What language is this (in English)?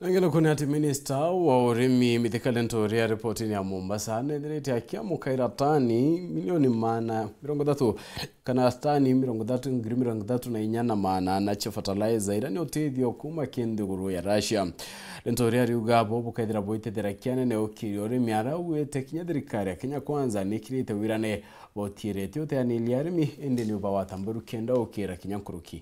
Meru